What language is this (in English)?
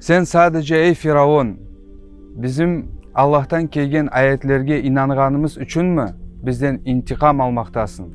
Crimean Tatar